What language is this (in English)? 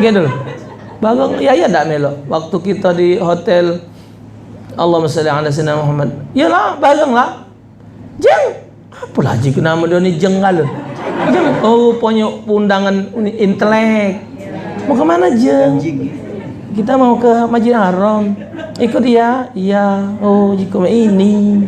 Musi